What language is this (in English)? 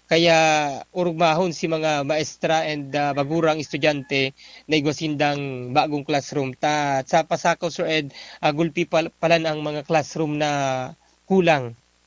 Bikol